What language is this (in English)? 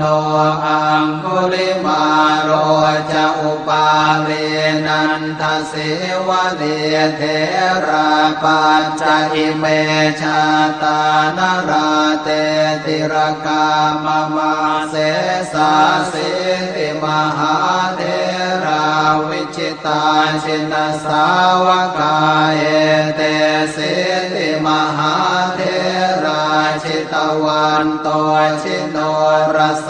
Pali